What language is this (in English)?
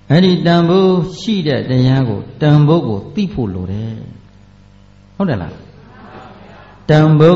Burmese